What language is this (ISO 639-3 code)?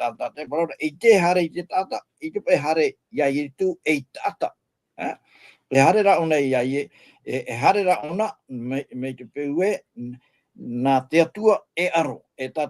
tah